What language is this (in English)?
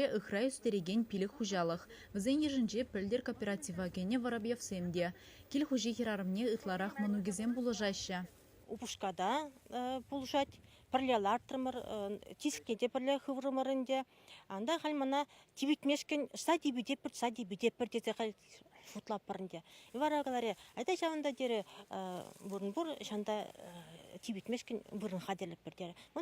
Chuvash